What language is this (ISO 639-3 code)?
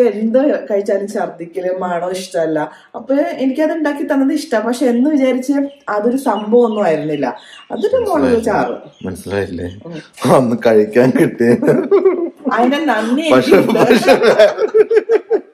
mal